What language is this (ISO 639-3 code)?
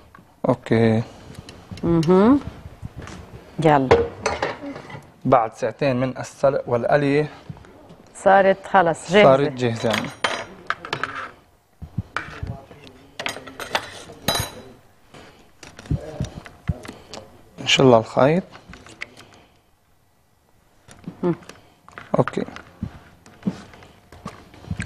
apc